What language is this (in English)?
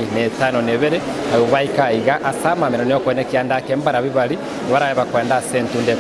Gusii